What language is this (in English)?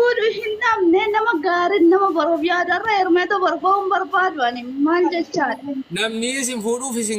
Oromo